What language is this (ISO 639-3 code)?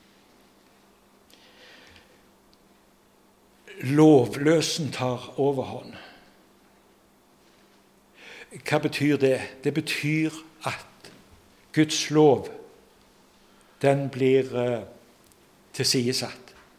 nor